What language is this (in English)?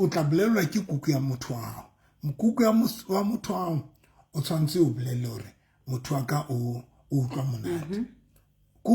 Southern Sotho